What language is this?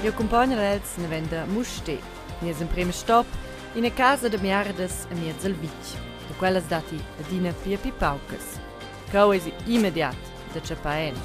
Romansh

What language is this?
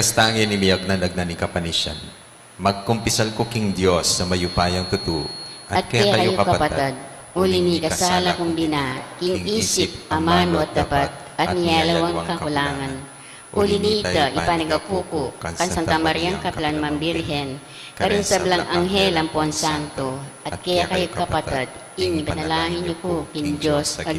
Pampanga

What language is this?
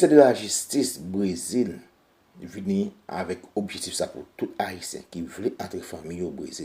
Haitian Creole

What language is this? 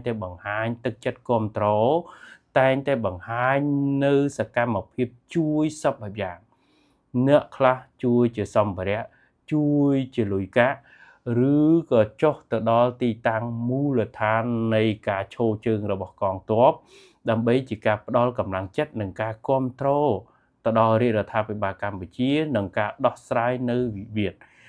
Khmer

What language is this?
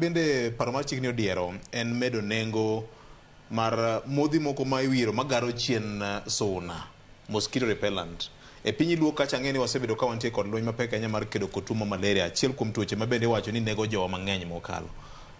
Luo (Kenya and Tanzania)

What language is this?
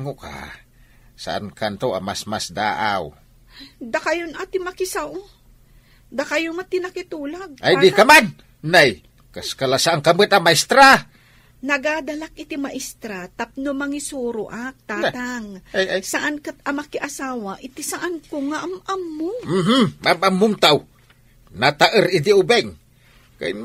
Iloko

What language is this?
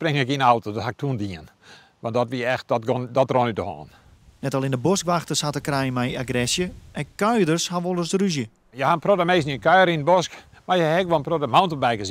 Western Frisian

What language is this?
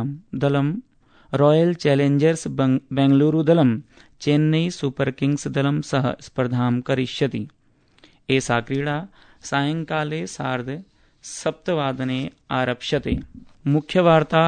Sanskrit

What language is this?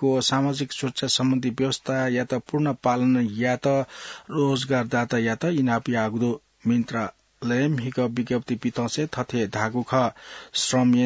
Newari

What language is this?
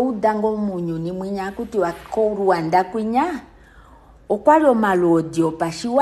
Kuanyama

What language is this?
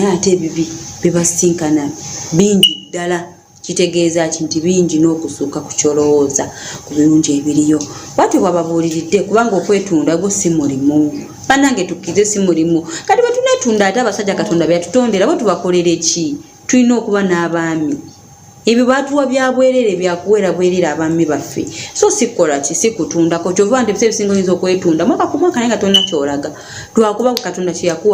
Ganda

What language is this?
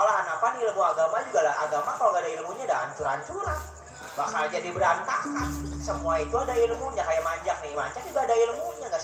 Betawi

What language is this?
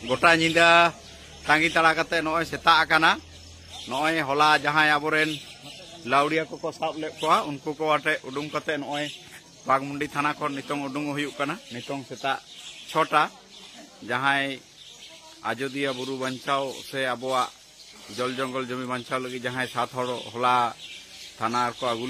Santali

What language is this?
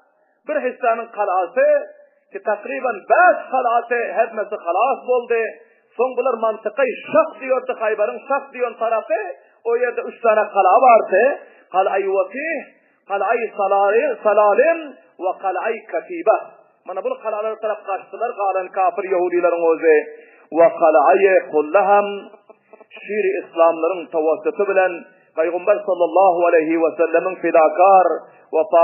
Turkmen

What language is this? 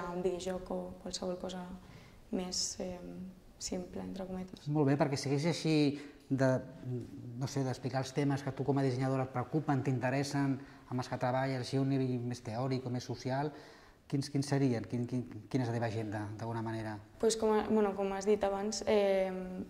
Catalan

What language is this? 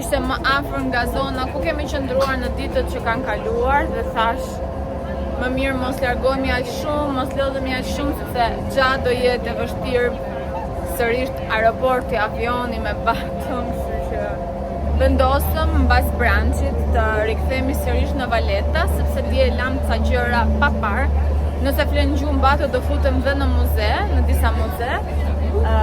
Albanian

